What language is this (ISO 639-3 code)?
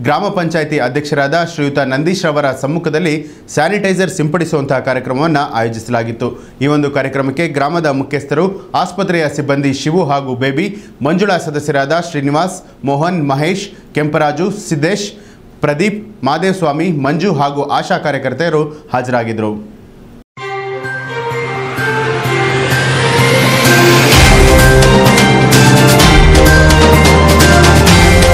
kan